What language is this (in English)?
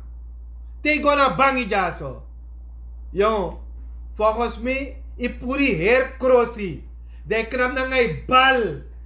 Sranan Tongo